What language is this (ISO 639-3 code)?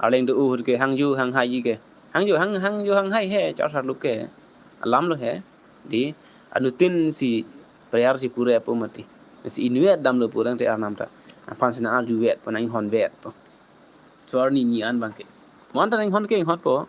mjw